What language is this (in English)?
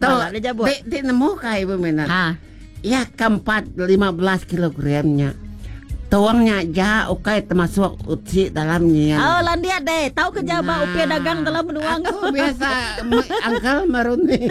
Iban